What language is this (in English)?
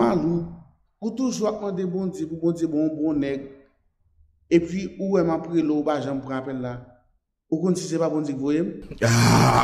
Haitian Creole